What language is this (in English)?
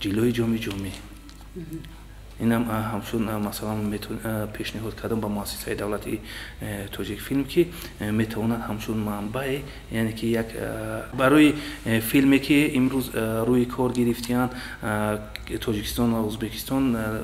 Tajik